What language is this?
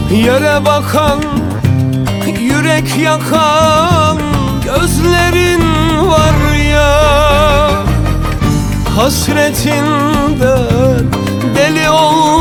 Turkish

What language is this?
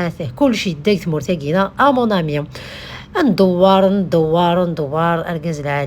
Kabyle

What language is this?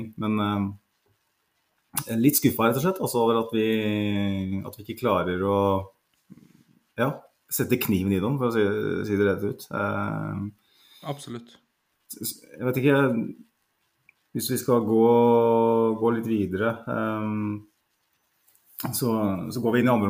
Norwegian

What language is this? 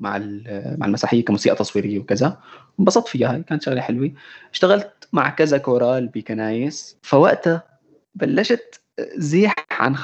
North Levantine Arabic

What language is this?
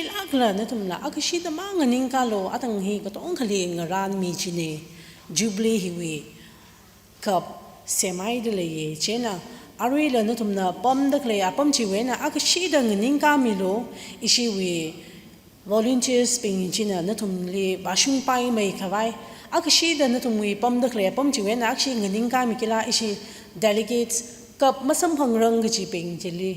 Tangkhul Naga (India)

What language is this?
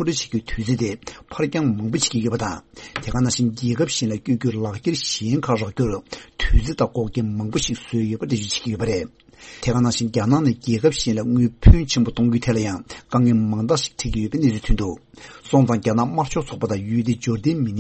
Tibetan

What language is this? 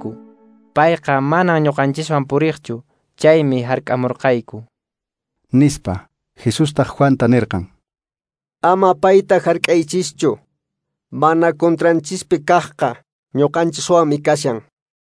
Quechua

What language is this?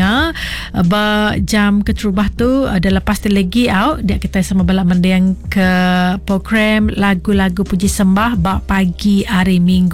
Iban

